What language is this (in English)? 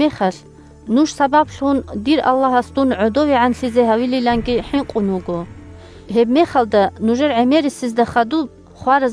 Avaric